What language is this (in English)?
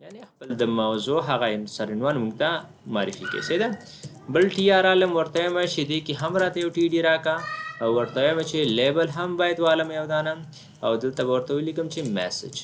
Pashto